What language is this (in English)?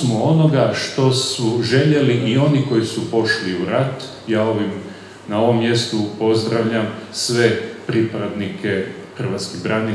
Croatian